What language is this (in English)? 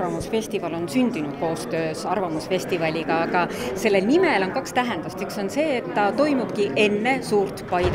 Estonian